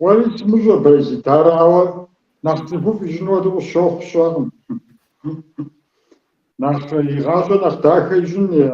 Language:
Kabardian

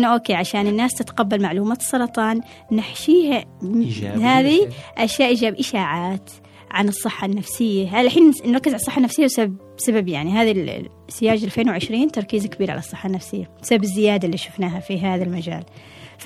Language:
Gulf Arabic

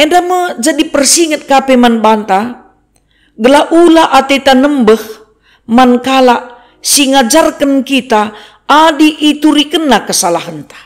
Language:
Batak Karo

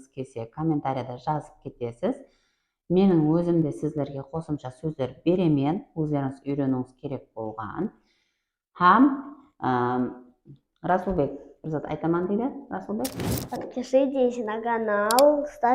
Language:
Kara-Kalpak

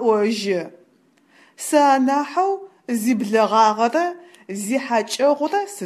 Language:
Adyghe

